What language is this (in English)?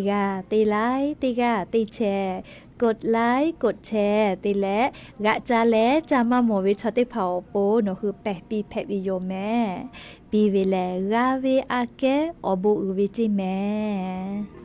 Lahu